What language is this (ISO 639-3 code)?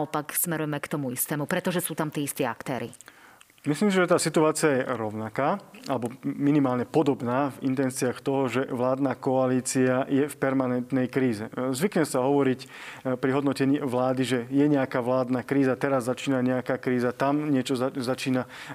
slk